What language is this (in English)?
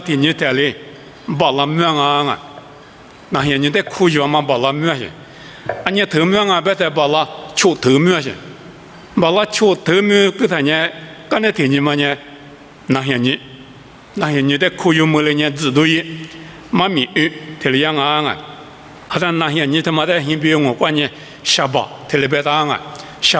Lisu